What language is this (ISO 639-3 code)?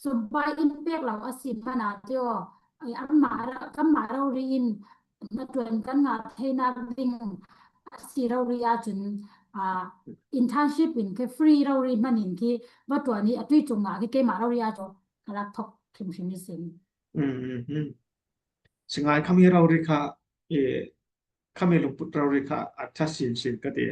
cfm